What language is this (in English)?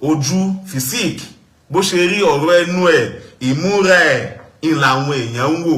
Yoruba